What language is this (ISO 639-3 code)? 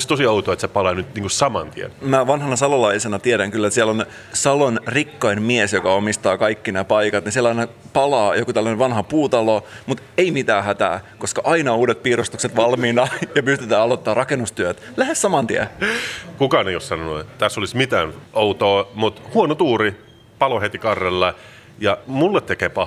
fin